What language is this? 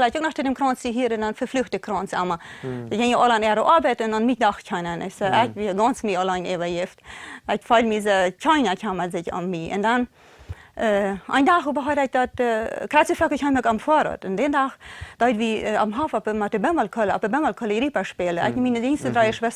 Plautdietsch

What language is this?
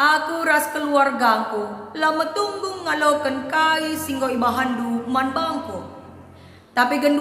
Batak Karo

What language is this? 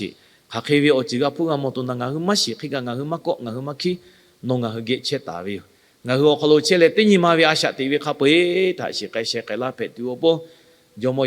Lahu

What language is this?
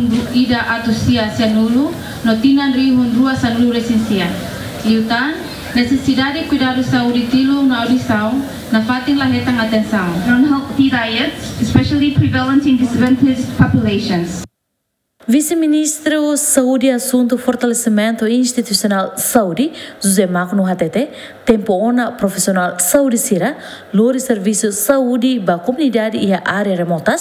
Tetum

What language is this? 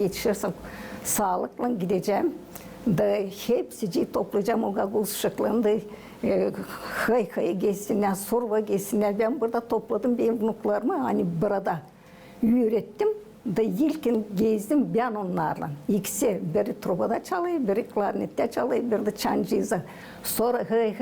Gagauz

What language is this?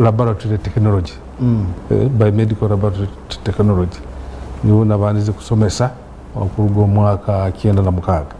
Nyankole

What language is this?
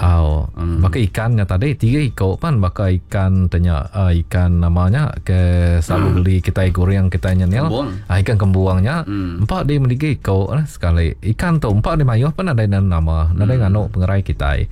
Iban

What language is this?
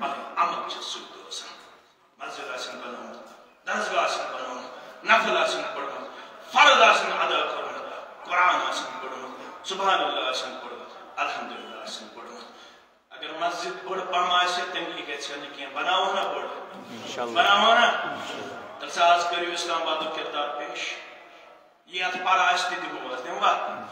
Kashmiri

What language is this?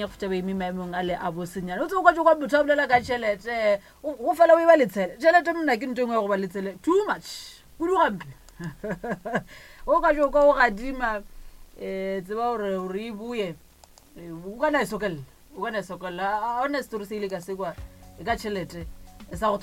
Northern Sotho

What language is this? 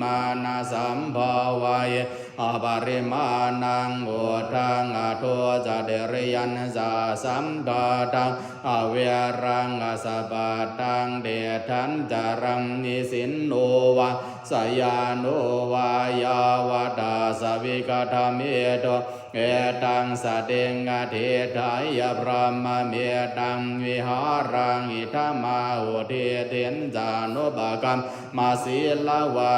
Pali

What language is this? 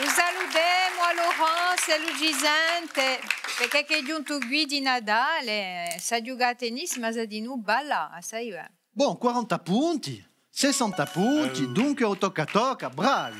Corsican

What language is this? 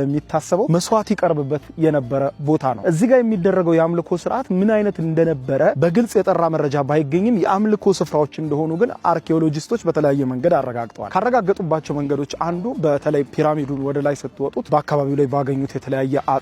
Amharic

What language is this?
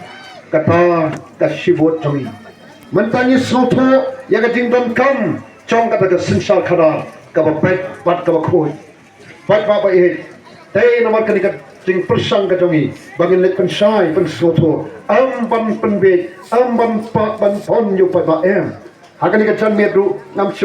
Khasi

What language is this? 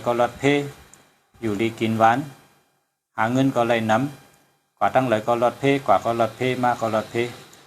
Shan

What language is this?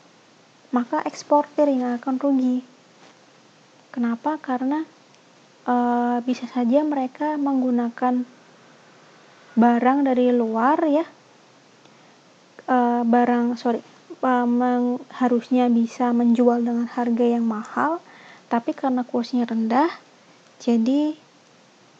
Indonesian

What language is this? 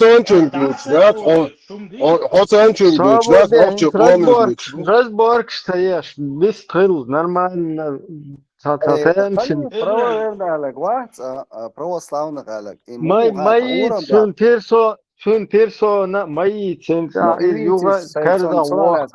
Chechen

